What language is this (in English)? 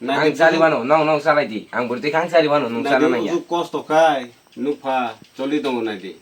Kok Borok